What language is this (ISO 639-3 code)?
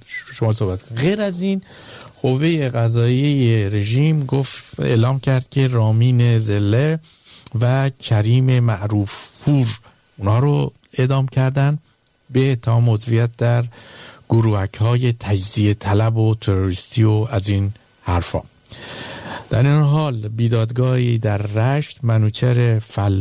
fas